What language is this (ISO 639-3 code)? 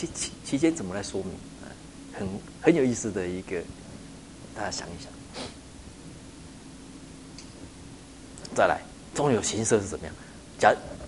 zho